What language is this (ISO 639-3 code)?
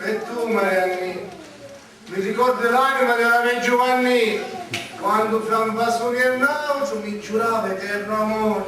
scn